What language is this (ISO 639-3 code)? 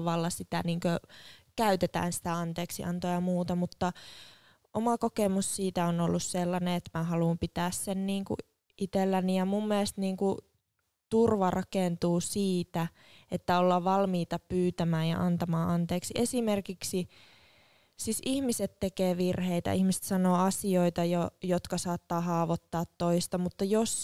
fin